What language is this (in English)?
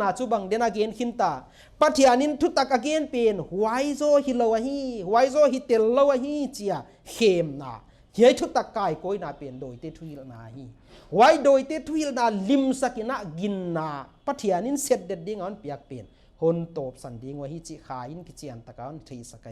Paite Chin